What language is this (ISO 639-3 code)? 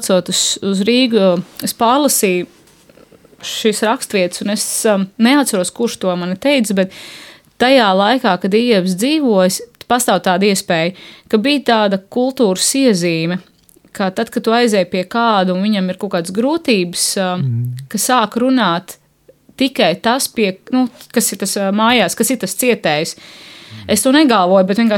lav